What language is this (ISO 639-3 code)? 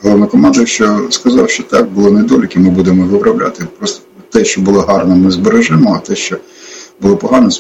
ukr